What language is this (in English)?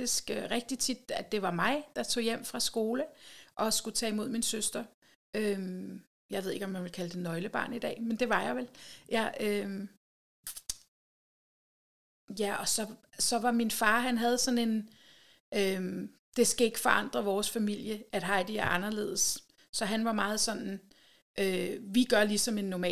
Danish